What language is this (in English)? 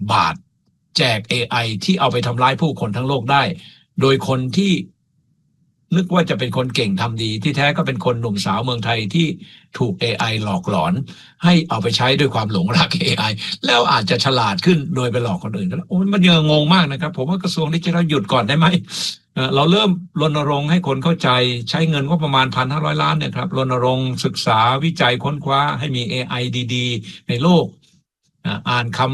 Thai